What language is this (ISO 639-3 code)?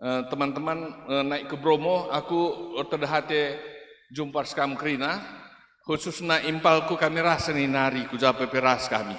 btx